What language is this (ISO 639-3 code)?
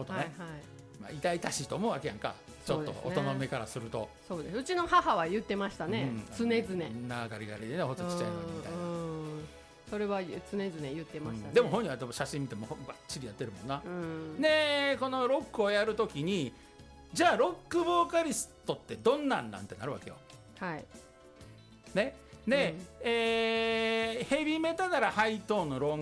jpn